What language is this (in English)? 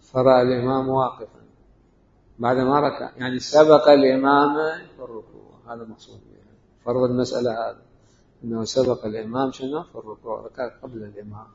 Mesopotamian Arabic